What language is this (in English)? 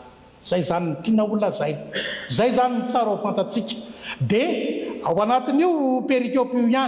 Malagasy